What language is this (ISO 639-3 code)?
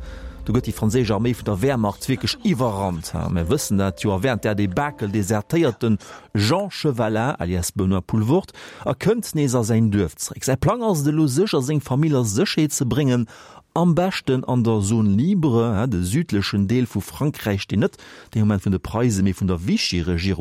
ltz